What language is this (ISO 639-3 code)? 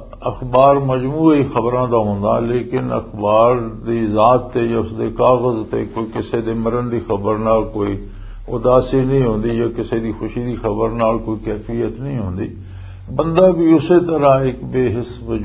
lah